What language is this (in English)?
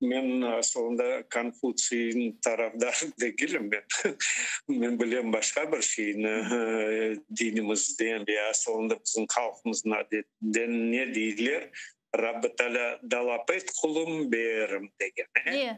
Crimean Tatar